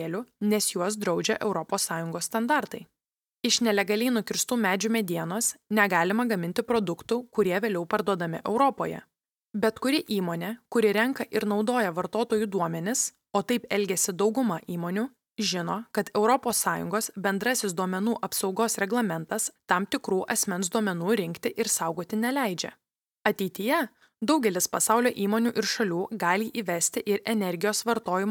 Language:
Lithuanian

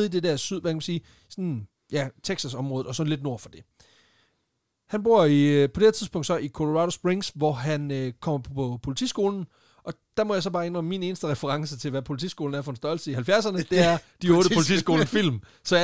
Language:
Danish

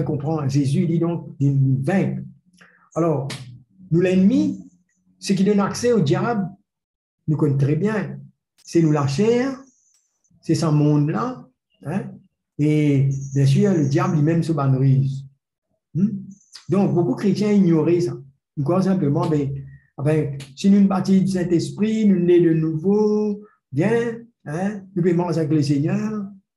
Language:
Morisyen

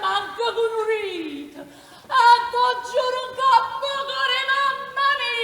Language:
Neapolitan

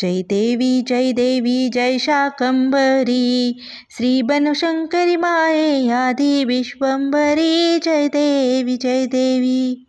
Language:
Sanskrit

